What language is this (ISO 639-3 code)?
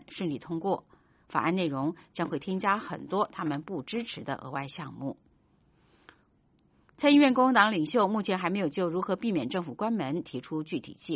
zho